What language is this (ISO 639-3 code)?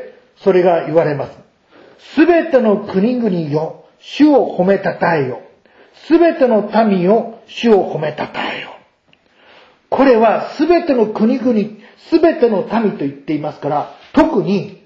jpn